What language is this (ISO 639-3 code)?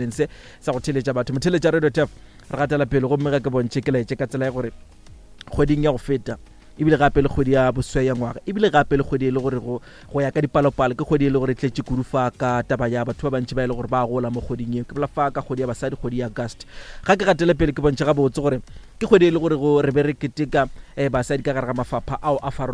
nso